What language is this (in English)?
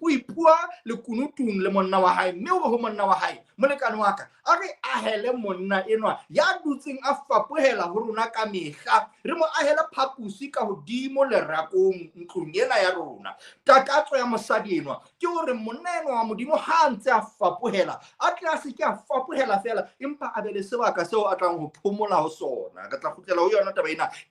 Southern Sotho